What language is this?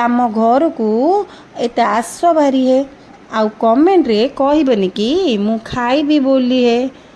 Odia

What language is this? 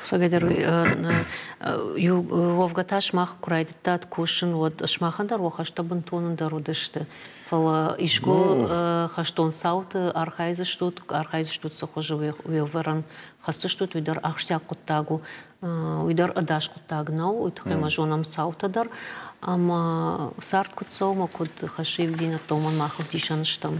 Ossetic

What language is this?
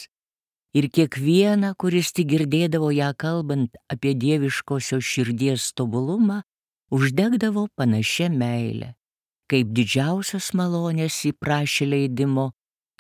Lithuanian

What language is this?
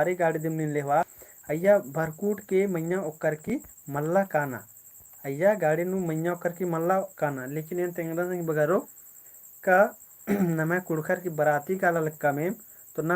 Kurukh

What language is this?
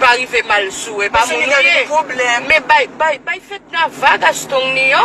Haitian Creole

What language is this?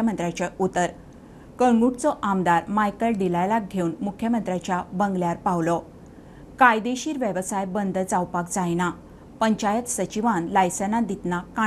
Konkani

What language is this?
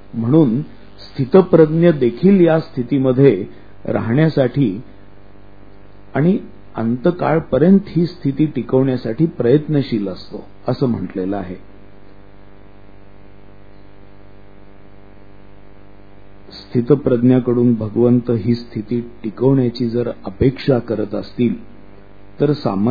Marathi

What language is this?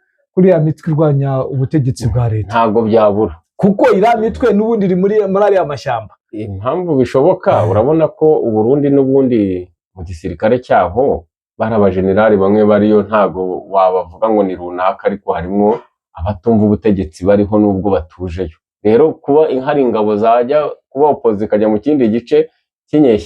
Kinyarwanda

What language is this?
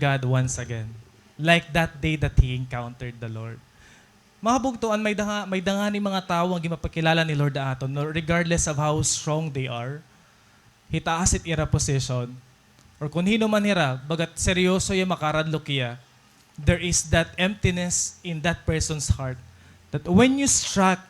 Waray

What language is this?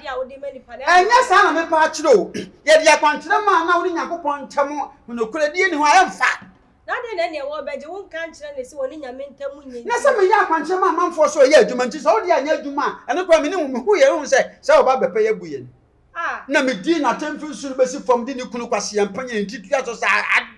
Akan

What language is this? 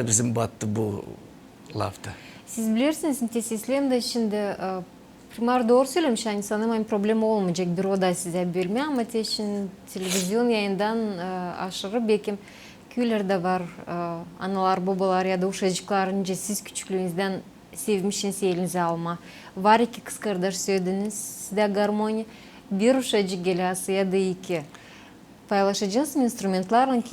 Gagauz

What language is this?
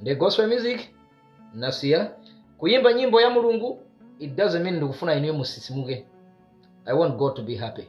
Nyanja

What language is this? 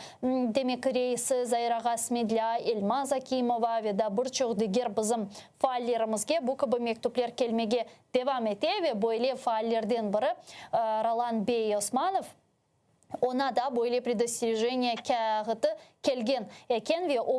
Crimean Tatar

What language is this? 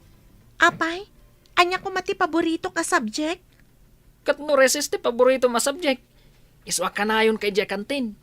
Iloko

